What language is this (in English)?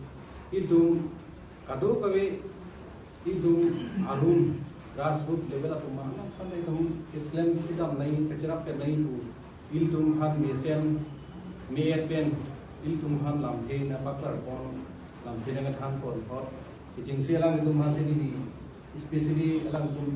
Karbi